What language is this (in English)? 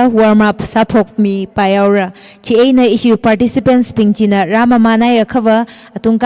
Tangkhul Naga (India)